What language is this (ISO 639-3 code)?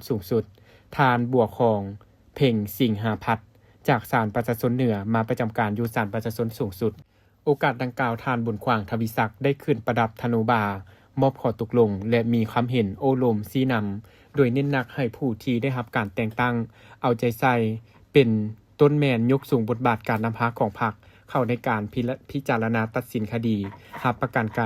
lao